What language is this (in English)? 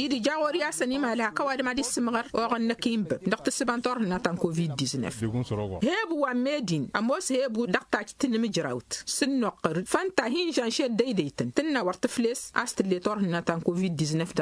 Tamasheq